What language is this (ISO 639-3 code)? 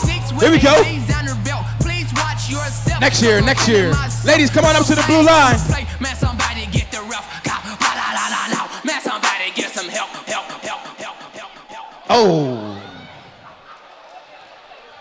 eng